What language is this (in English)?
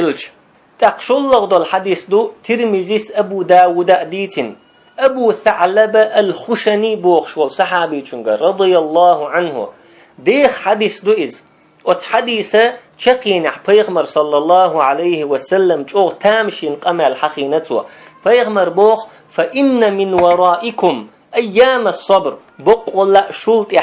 Chechen